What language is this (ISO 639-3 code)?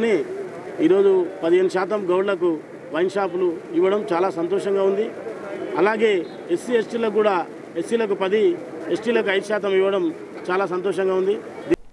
tel